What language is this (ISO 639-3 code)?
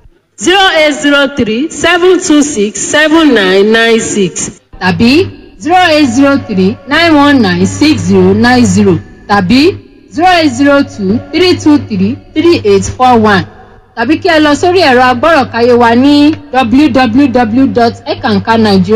yor